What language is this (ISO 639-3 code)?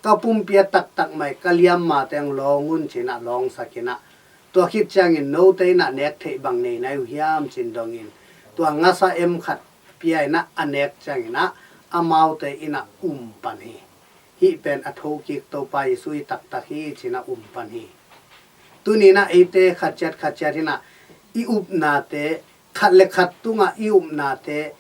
ctd